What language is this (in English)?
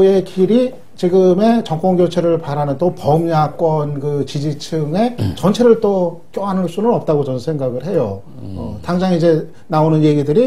Korean